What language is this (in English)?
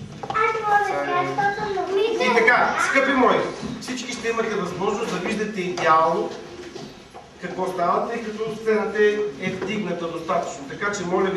Bulgarian